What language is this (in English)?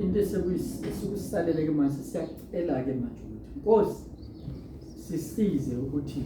Zulu